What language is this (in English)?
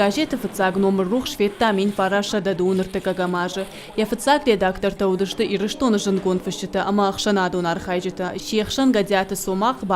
Ossetic